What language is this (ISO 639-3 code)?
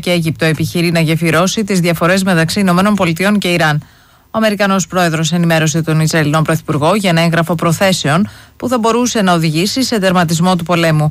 ell